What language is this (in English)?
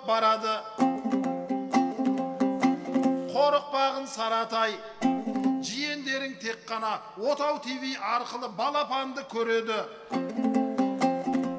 Kazakh